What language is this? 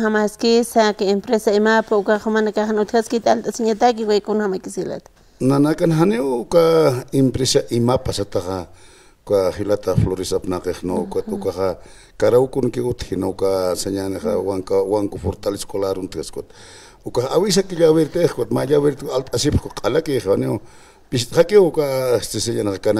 Aymara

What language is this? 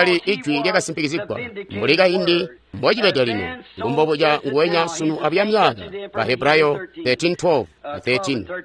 Tonga (Zambia)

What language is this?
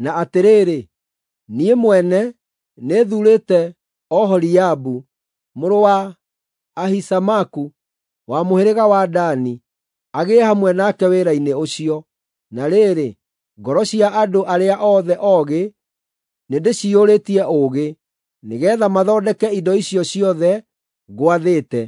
Kikuyu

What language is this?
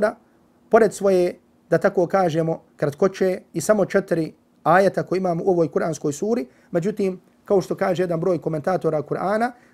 Bosnian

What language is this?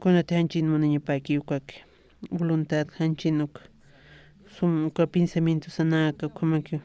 Aymara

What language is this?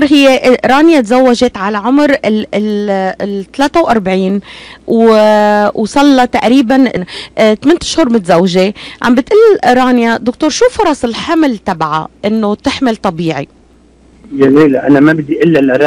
North Levantine Arabic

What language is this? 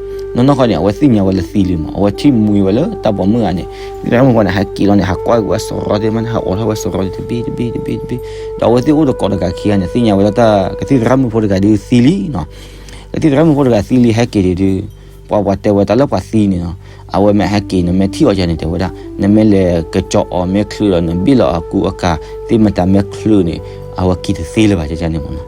S'gaw Karen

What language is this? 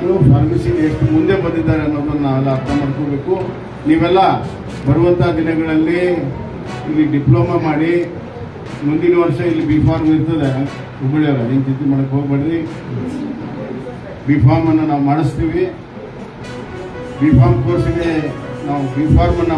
Kannada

